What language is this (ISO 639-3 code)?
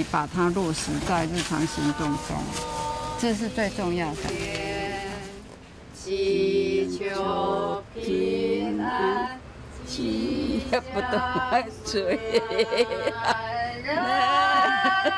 zho